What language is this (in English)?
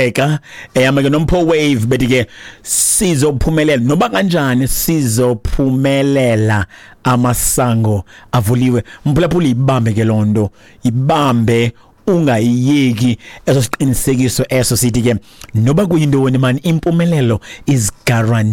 Xhosa